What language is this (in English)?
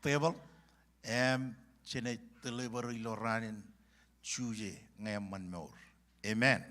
Marshallese